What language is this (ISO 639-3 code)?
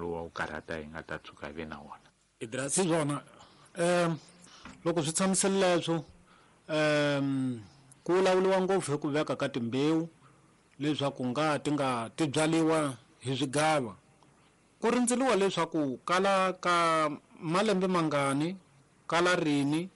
tso